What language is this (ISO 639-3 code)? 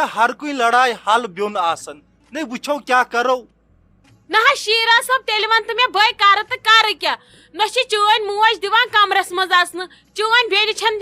kas